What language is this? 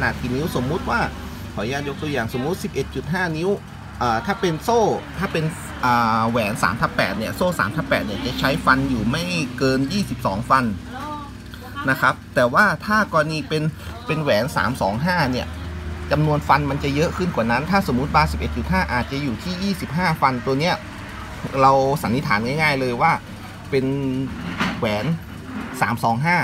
Thai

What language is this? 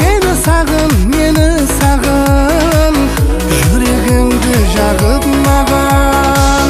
Kara-Kalpak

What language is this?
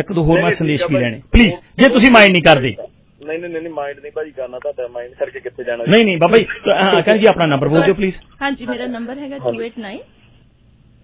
Punjabi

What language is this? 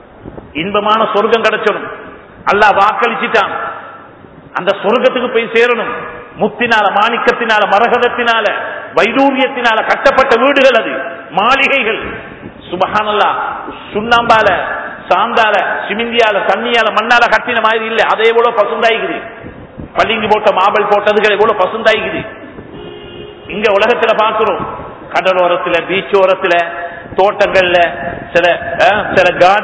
Tamil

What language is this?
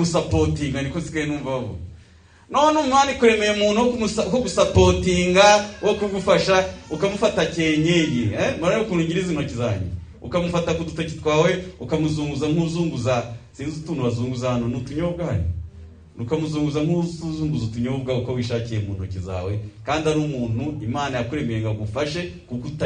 Kinyarwanda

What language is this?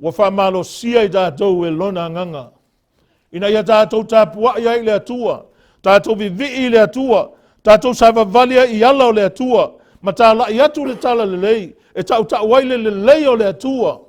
Samoan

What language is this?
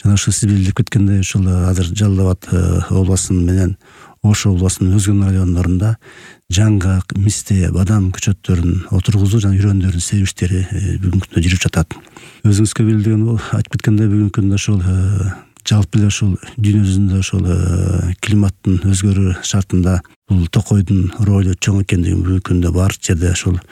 Kyrgyz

